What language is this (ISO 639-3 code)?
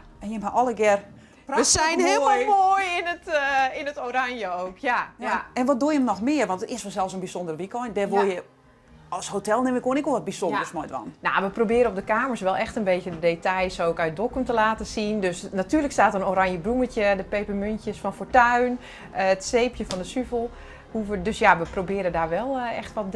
fry